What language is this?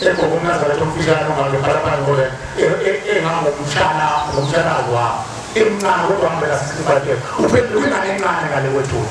Zulu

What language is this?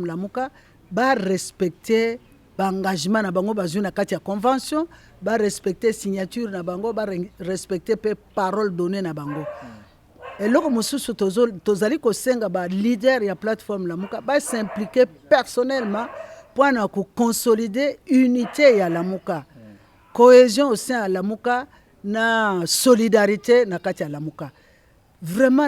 Lingala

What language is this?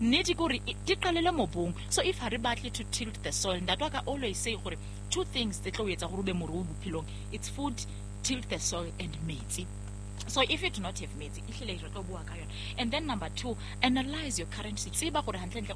Southern Sotho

